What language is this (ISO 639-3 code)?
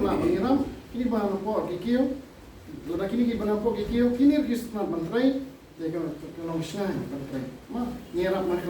kha